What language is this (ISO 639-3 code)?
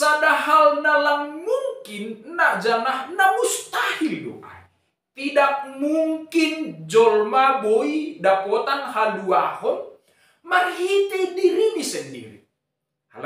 bts